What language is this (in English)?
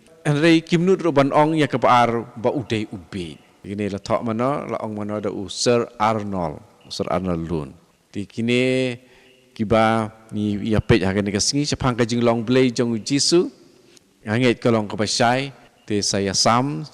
Khasi